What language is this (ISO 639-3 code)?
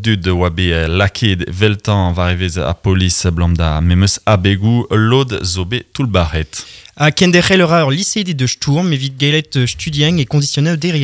bre